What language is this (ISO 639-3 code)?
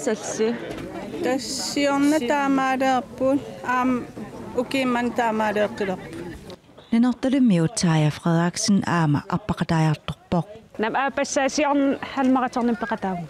kal